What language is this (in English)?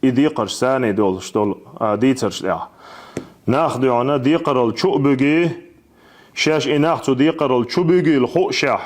Chechen